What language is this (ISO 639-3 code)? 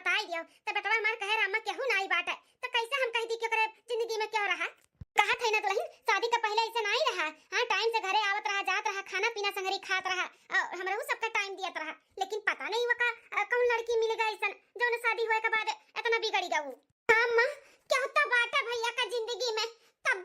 awa